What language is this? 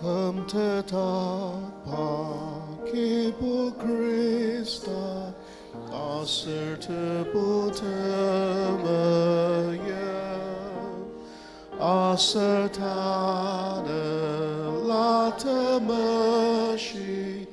Ao Naga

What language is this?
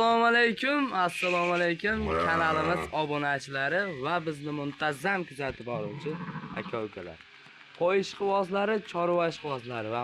Uzbek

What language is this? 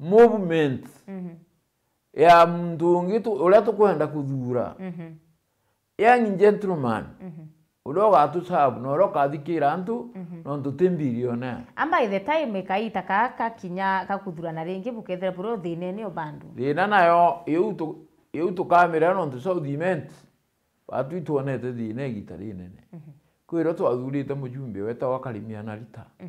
Meru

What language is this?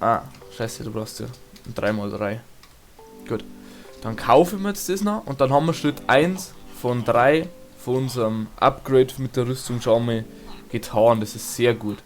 Bavarian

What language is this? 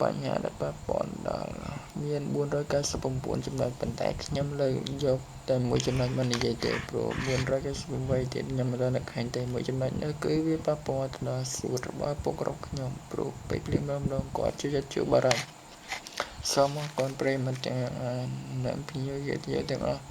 Khmer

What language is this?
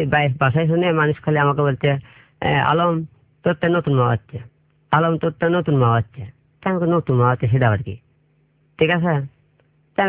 Bangla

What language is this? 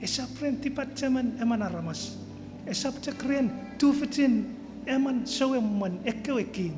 Chuukese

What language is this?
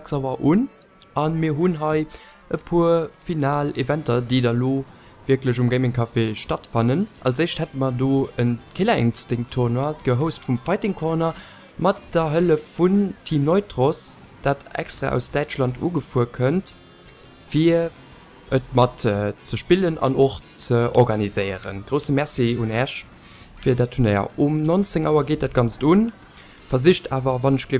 Luxembourgish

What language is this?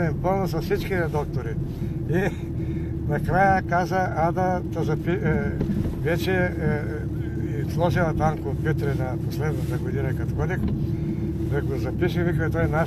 Bulgarian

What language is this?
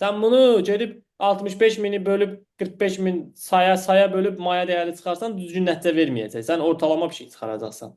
Azerbaijani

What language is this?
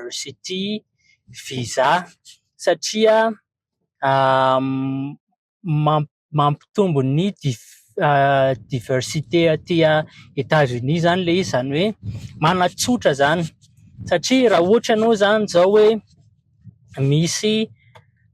Malagasy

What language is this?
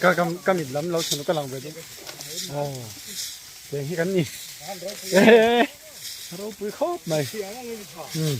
Mizo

